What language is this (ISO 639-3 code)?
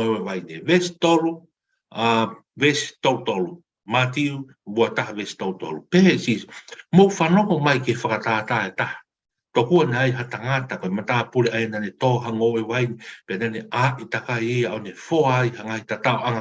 ton